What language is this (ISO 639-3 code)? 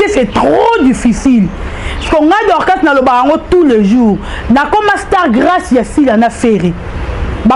lin